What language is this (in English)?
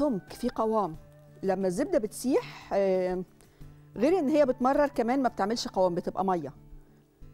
Egyptian Arabic